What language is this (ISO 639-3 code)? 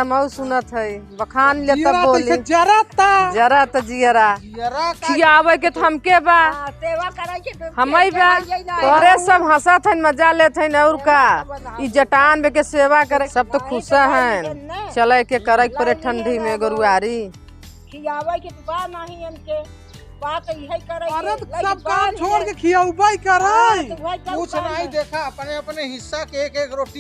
awa